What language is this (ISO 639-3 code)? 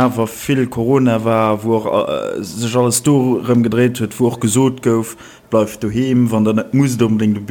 ltz